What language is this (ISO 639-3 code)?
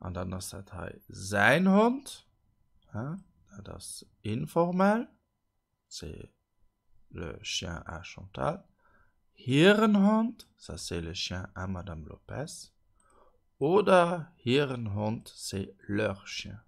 ltz